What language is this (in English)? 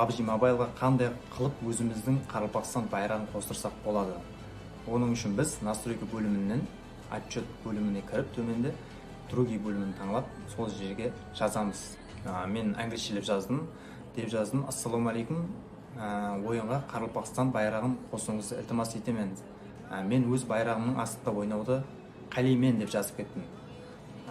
Kara-Kalpak